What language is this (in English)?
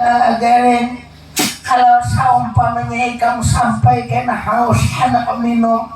Banjar